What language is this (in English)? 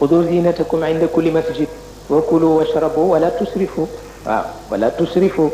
Wolof